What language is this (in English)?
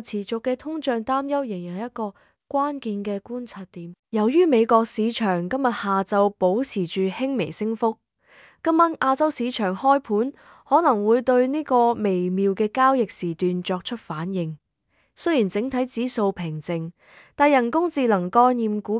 Cantonese